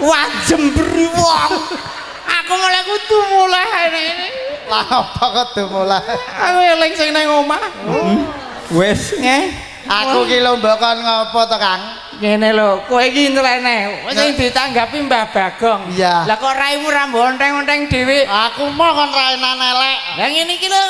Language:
Javanese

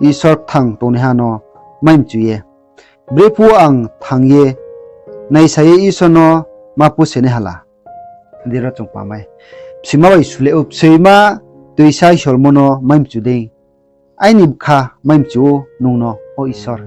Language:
Riang (India)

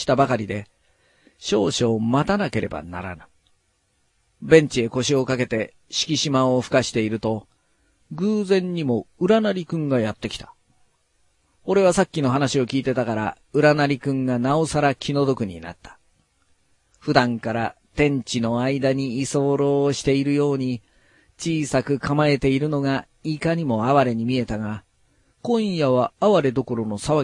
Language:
Japanese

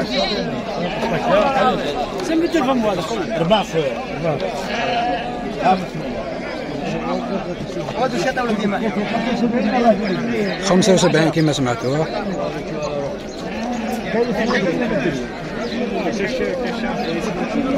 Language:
Algerian Arabic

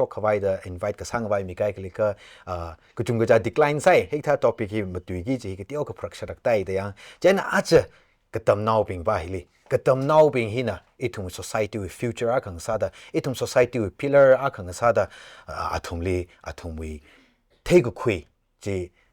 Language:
Tangkhul Naga (India)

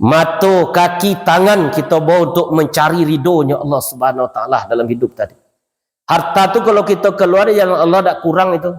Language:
Minangkabau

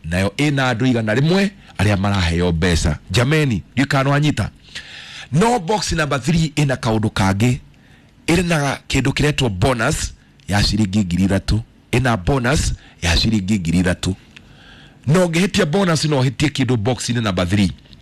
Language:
Kikuyu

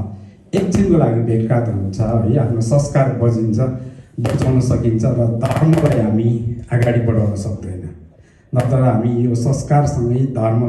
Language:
Nepali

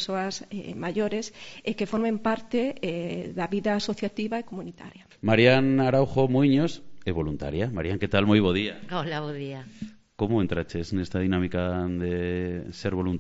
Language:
Galician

